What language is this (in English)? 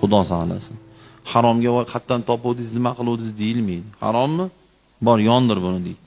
Uzbek